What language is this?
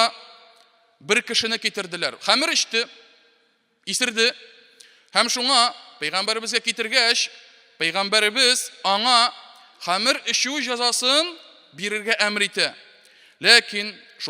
Tatar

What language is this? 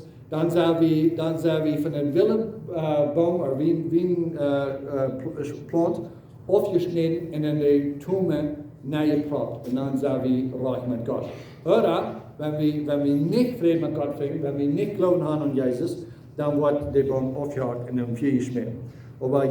Plautdietsch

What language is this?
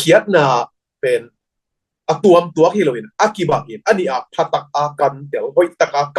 Tedim Chin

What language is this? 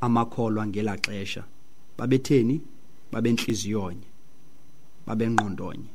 Xhosa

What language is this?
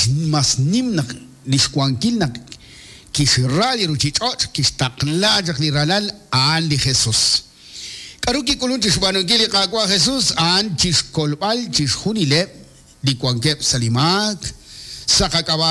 Kekchí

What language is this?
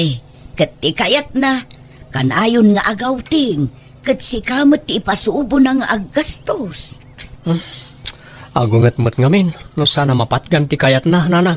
Iloko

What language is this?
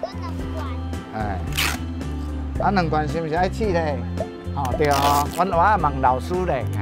Min Nan Chinese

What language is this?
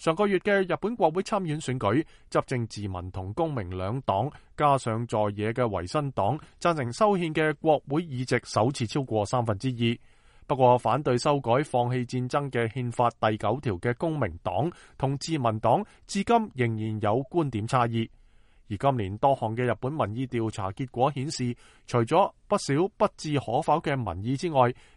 Cantonese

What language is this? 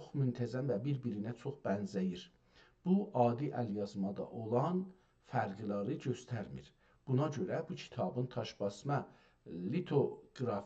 South Azerbaijani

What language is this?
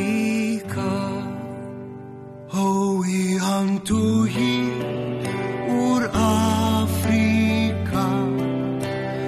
Afrikaans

